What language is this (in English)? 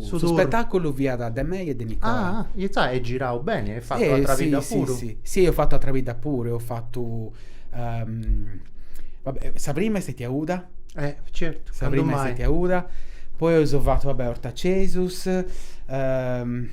Sardinian